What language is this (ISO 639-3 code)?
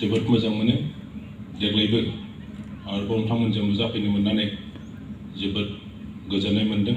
brx